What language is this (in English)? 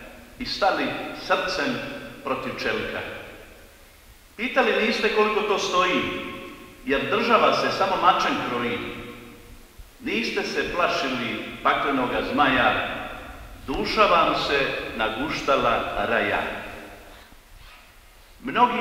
Croatian